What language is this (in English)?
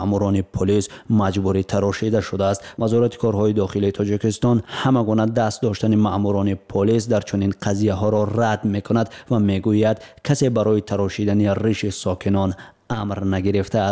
Tajik